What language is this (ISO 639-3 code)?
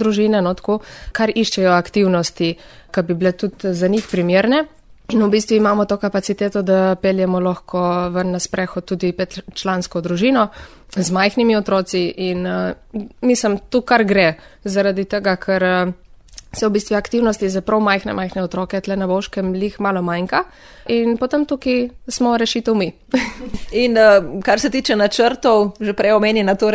slv